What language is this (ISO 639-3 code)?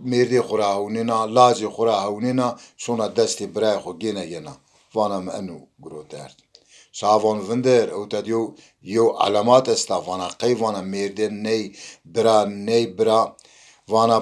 zza